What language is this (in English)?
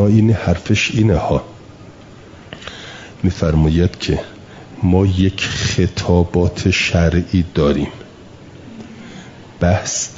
Persian